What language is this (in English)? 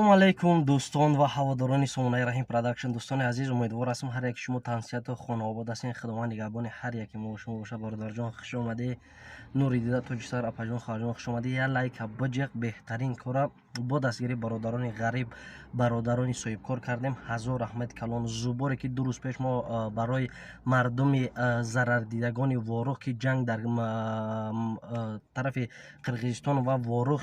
Tajik